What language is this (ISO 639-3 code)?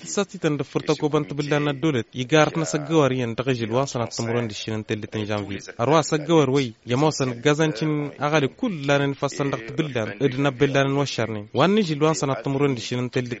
taq